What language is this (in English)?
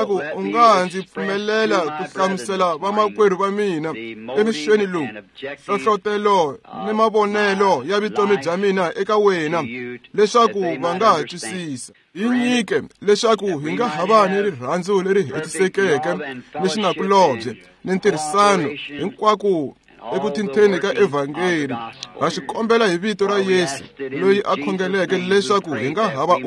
Tsonga